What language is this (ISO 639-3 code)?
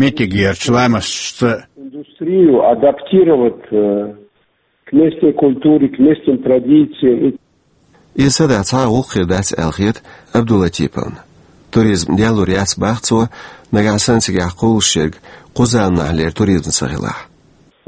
che